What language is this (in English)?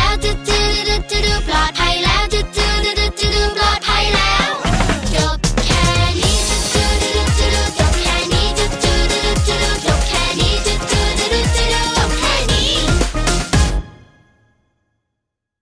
Thai